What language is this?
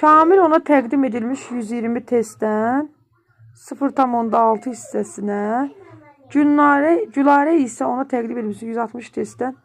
Azerbaijani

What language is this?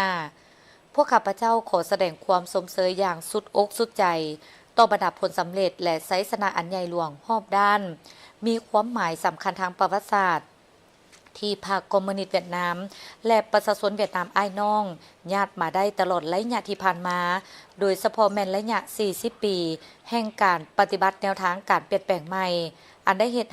Lao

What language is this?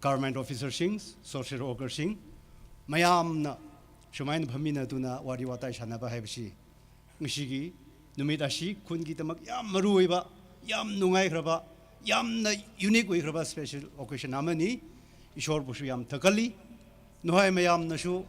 Tangkhul Naga (India)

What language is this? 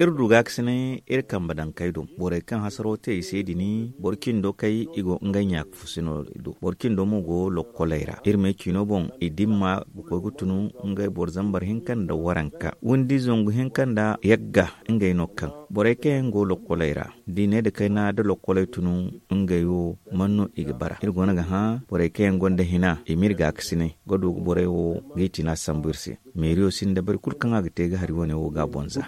Zarma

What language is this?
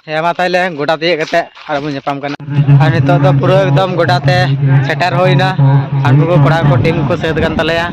Santali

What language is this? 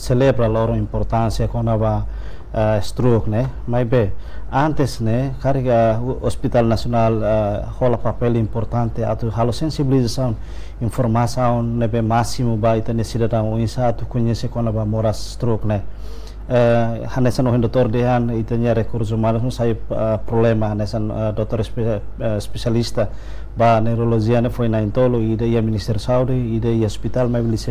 Tetum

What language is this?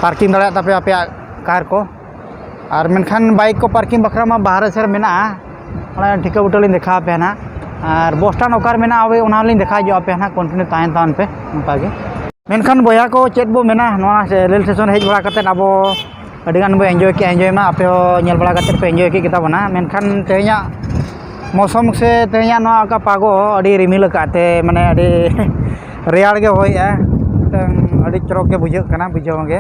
Santali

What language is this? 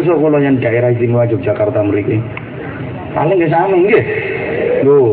Javanese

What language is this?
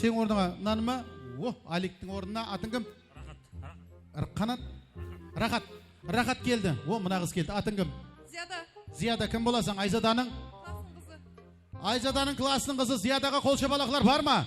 Kara-Kalpak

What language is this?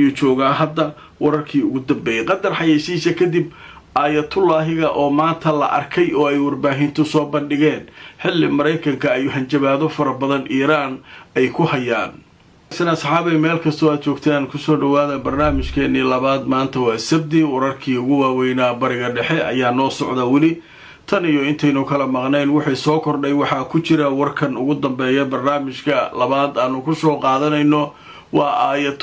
Somali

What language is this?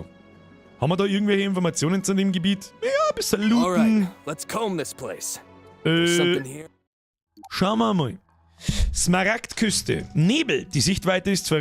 Bavarian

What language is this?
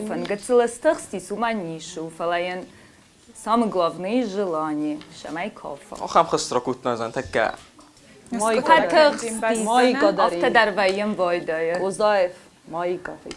Ossetic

